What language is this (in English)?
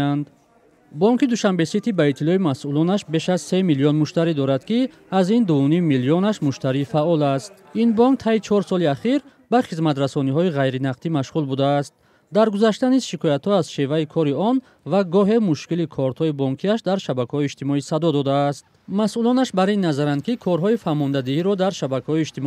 Tajik